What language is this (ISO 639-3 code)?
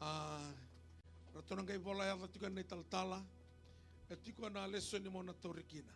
fij